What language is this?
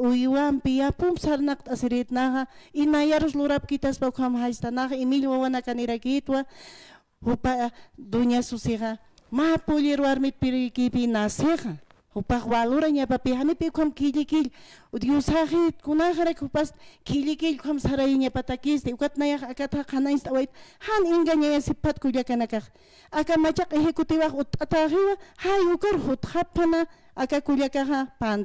Aymara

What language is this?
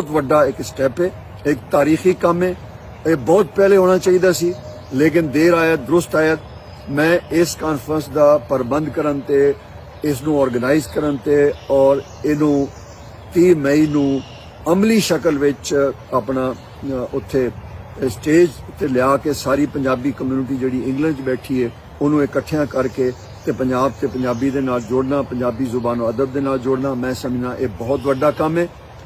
Western Panjabi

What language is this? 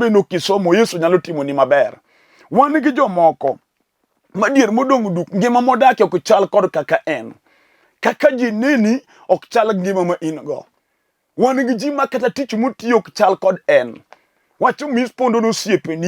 Luo (Kenya and Tanzania)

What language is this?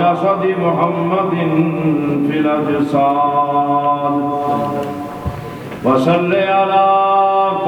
Urdu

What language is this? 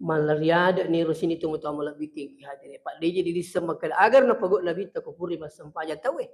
Buginese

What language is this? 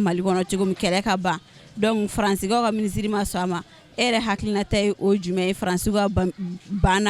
Bambara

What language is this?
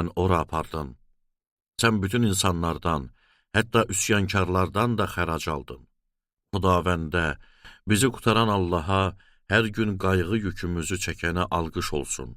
Azerbaijani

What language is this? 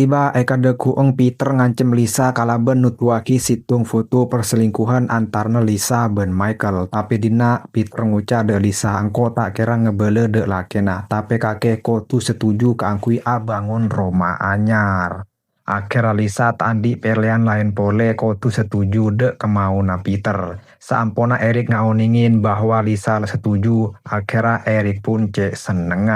Madurese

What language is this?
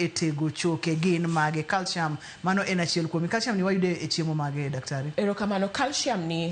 Luo (Kenya and Tanzania)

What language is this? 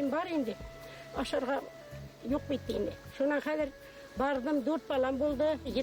Bashkir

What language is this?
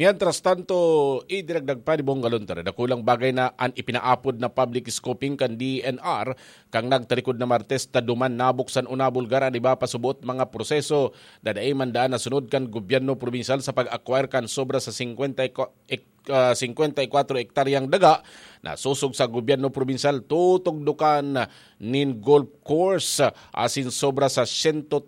Bikol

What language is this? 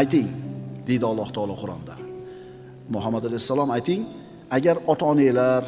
Uzbek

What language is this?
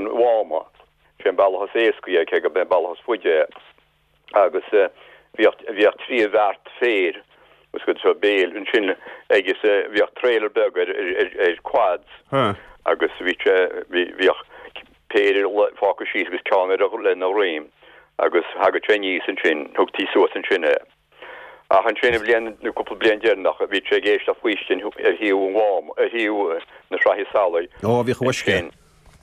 Irish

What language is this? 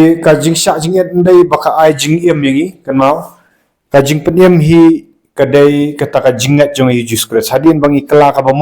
Khasi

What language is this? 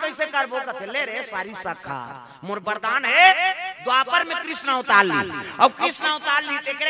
Chhattisgarhi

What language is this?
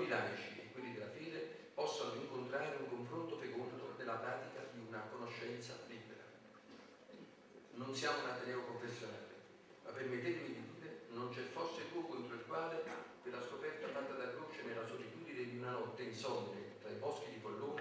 Italian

